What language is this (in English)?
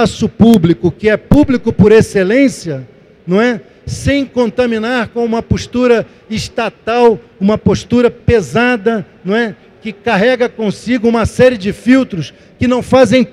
Portuguese